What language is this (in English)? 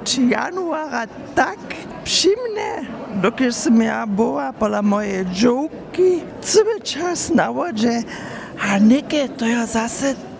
Upper Sorbian